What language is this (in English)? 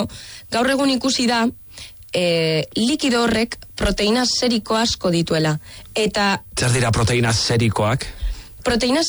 Basque